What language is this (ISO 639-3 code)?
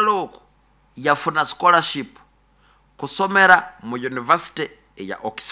nyo